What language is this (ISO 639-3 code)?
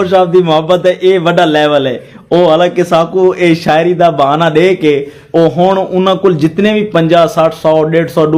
skr